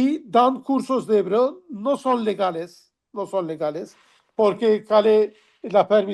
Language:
Ladino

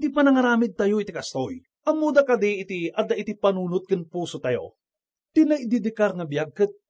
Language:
Iloko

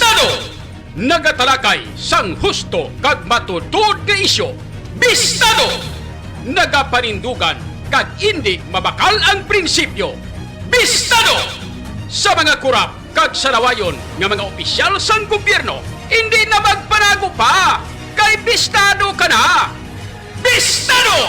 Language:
Hiligaynon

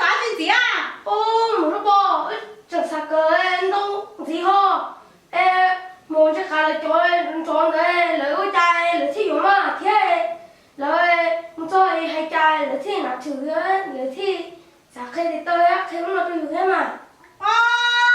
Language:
Hmong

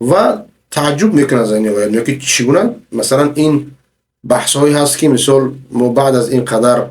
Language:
Persian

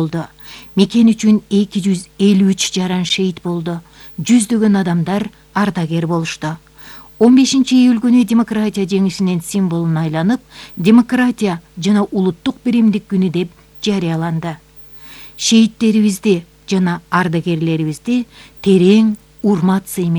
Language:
Kyrgyz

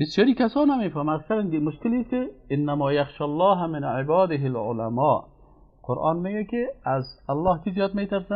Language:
Persian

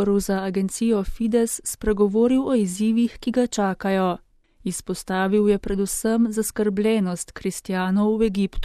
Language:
Slovenian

